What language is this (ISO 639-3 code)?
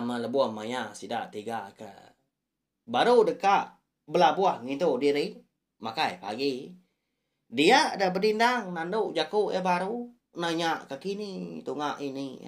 iba